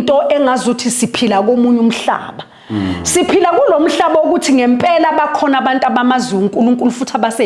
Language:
Zulu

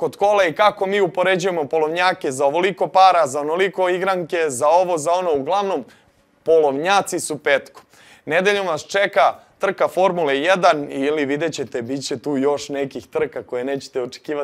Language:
Serbian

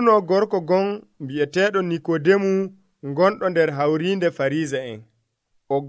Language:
Nigerian Fulfulde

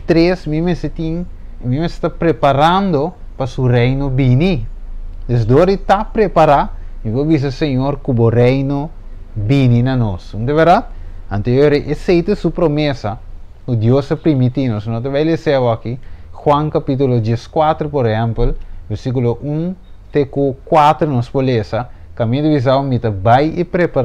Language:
Papiamento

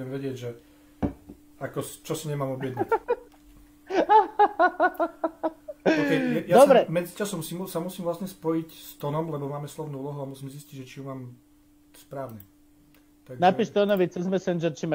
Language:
Slovak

